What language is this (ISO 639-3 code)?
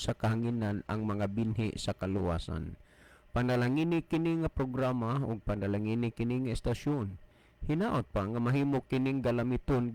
ceb